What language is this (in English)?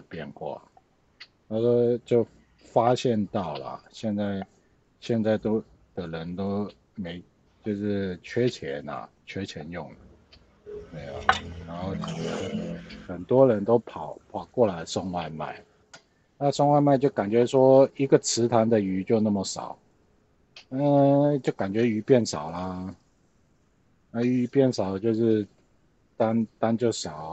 Chinese